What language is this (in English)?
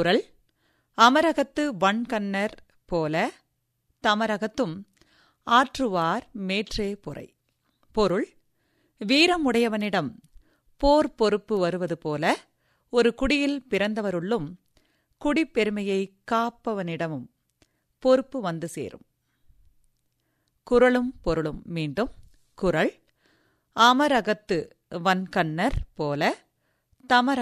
Tamil